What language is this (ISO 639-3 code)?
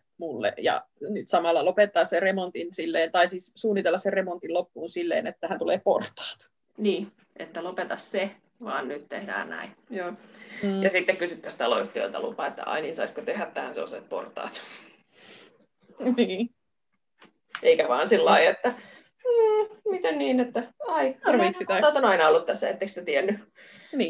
fin